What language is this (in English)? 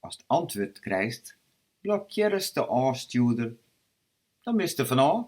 Western Frisian